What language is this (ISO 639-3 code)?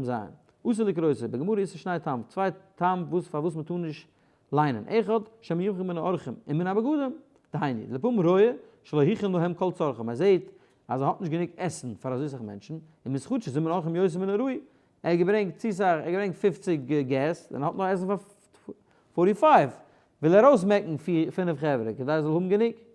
yid